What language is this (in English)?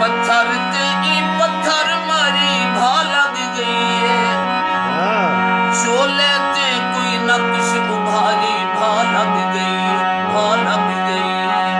Saraiki